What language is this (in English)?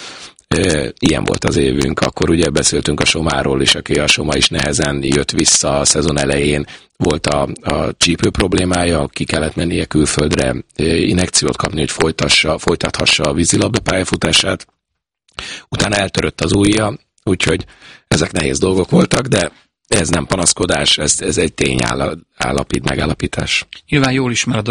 Hungarian